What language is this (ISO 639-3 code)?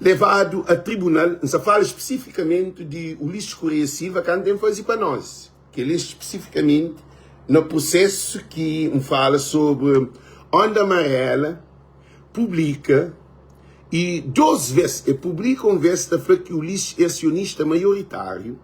kea